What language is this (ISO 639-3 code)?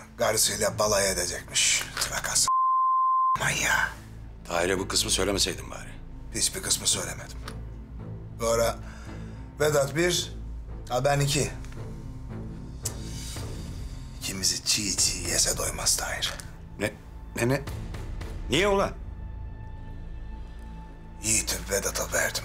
tur